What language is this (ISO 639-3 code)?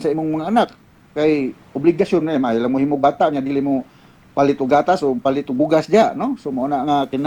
ceb